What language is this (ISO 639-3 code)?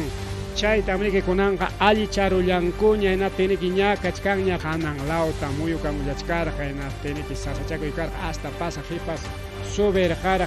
quy